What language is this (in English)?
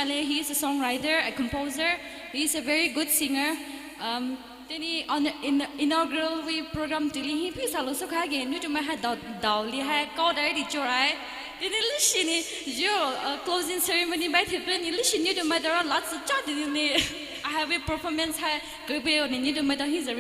Poumei Naga